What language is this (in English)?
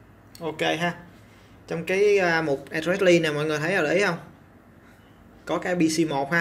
Vietnamese